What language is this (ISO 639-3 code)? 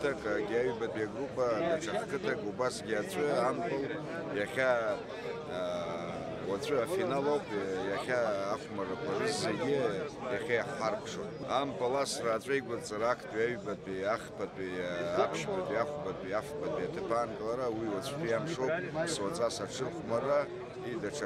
abk